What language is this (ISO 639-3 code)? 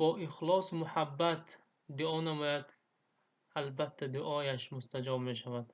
tgk